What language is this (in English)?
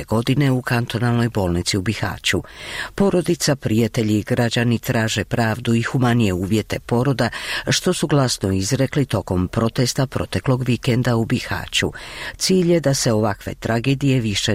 Bosnian